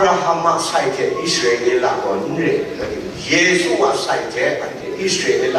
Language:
Kachin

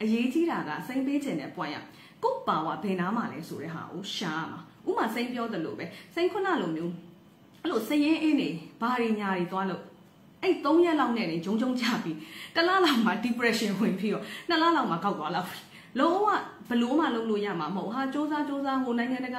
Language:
Burmese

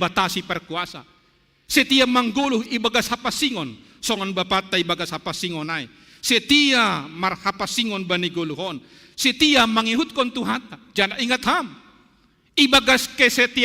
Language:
Batak Simalungun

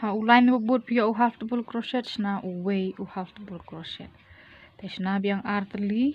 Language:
Khasi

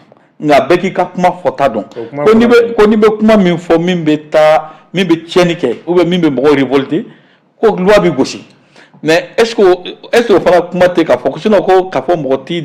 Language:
Bambara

